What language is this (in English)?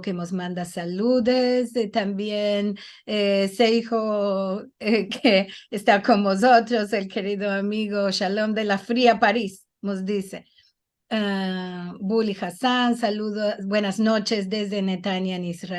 Ladino